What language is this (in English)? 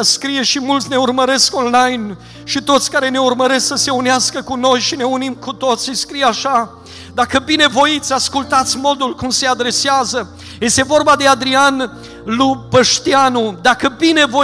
Romanian